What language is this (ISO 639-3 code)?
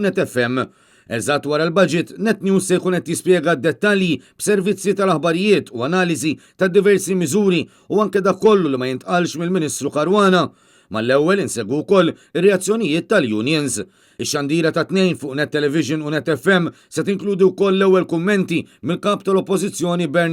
mlt